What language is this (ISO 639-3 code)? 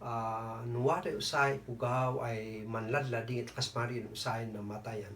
kne